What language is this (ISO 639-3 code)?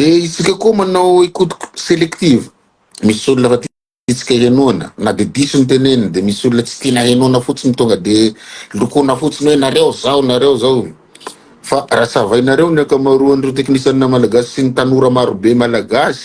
mlg